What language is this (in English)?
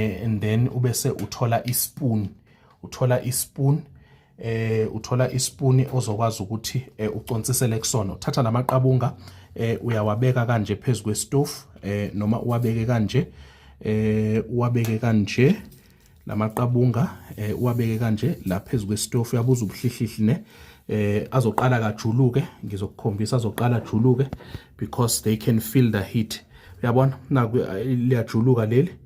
Zulu